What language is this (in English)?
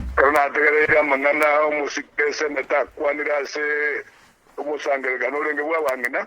Gusii